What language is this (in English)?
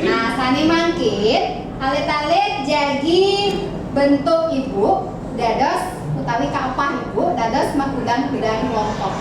Balinese